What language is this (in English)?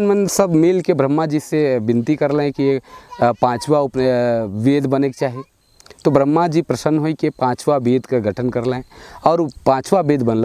Sadri